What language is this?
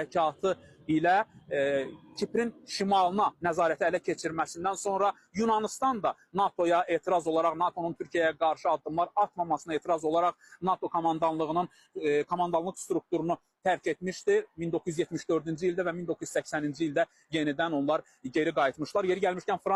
Azerbaijani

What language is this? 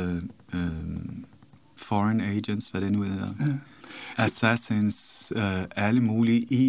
Danish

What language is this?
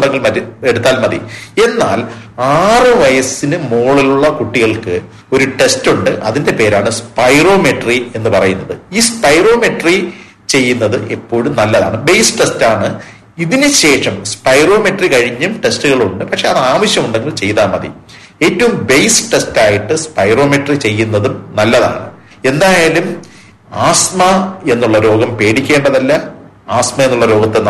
Malayalam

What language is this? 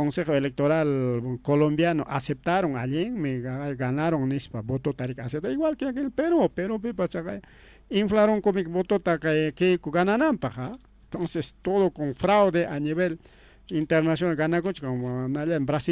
Ayacucho Quechua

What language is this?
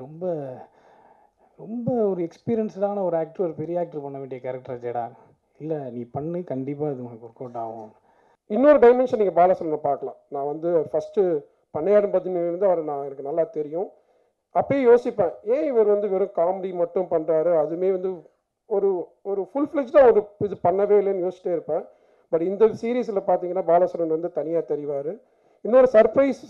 Tamil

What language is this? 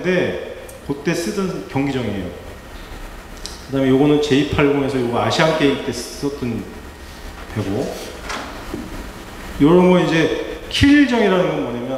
Korean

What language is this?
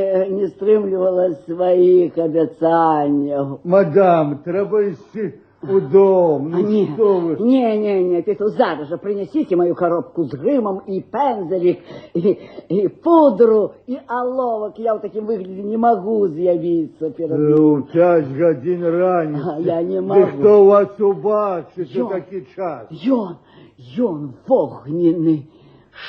Belarusian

